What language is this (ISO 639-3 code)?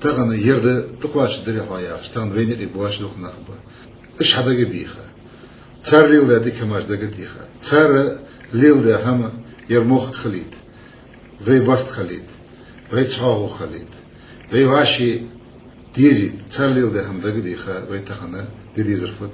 inh